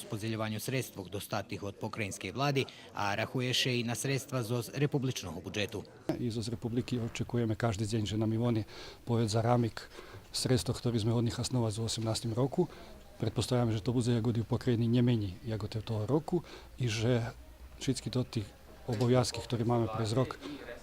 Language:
Rusyn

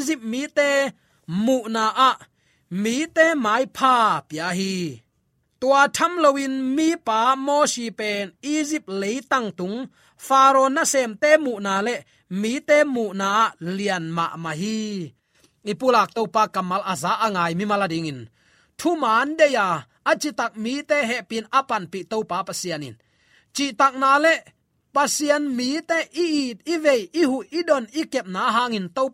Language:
Tedim Chin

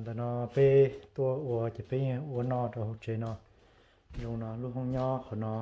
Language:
Hmong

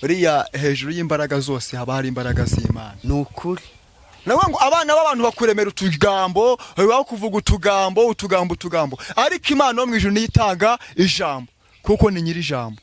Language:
Kinyarwanda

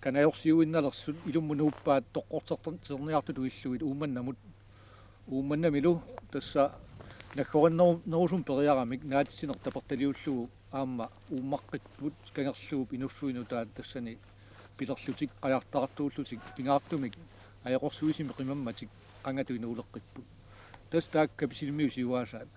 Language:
Kalaallisut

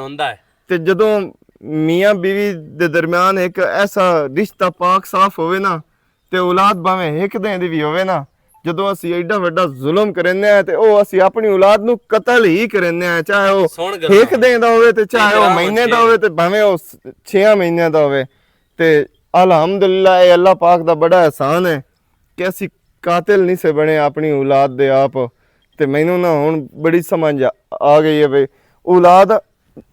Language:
Western Panjabi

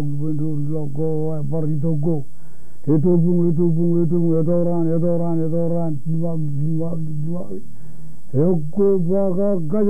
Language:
Marshallese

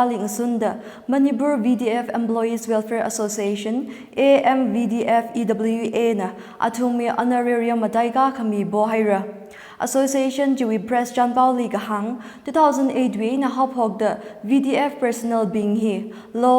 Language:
Tangkhul Naga (India)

